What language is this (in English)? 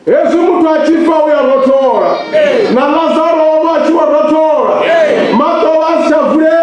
Venda